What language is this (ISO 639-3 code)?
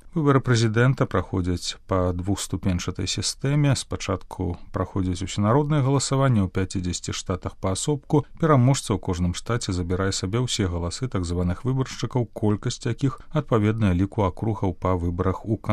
bel